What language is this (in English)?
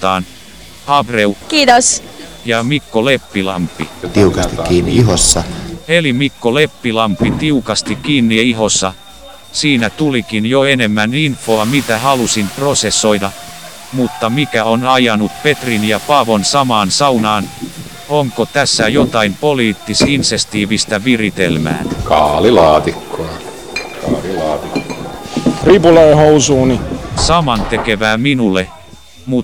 Finnish